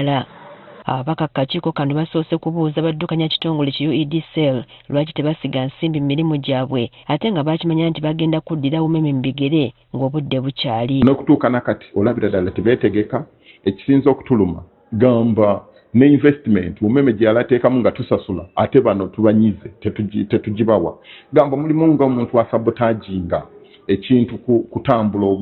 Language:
Ganda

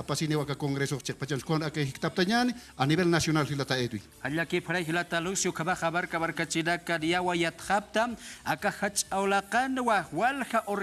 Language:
Aymara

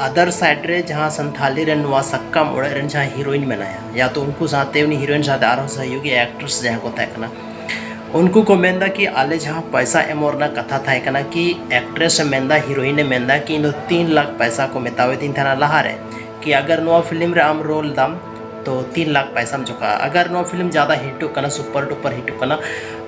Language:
Santali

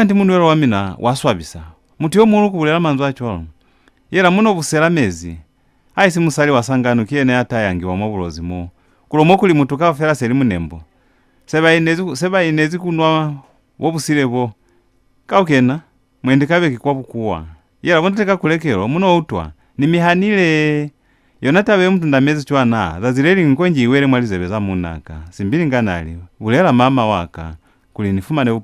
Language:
Lozi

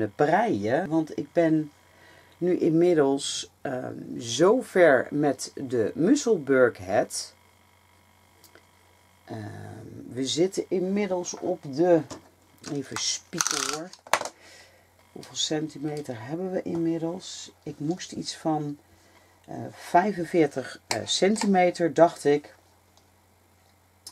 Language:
Dutch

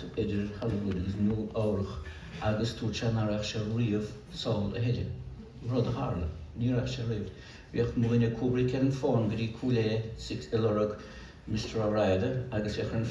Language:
Irish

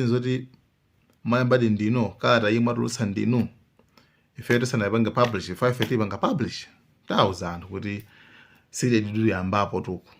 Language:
Nyanja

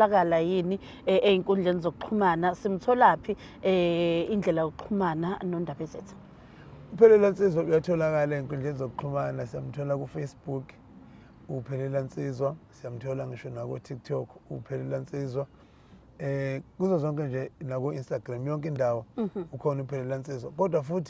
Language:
Zulu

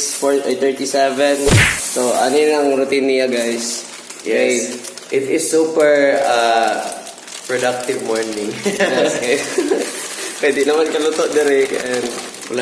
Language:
Cebuano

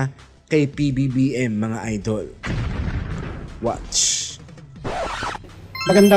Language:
Filipino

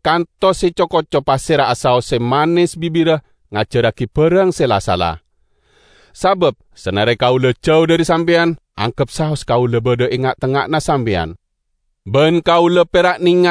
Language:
Madurese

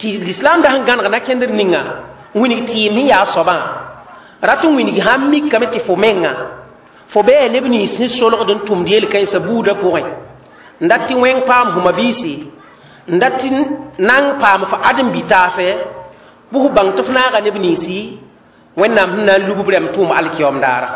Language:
Mossi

